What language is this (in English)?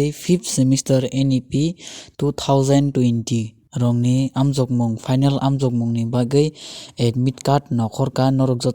Kok Borok